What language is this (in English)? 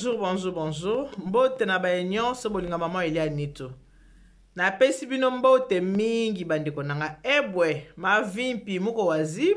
Lingala